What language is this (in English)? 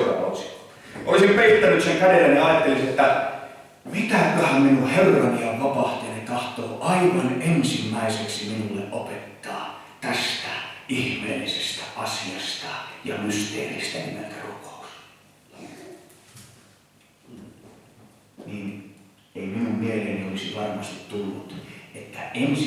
Finnish